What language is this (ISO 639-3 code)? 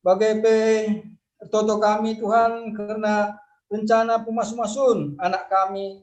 btx